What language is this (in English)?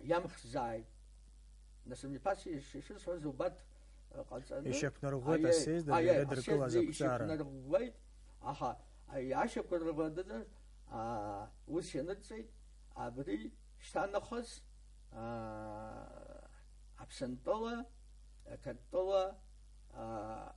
Abkhazian